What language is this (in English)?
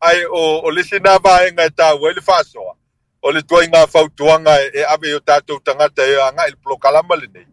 Samoan